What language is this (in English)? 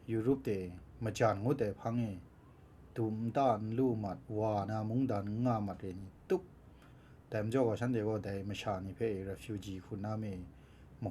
Kachin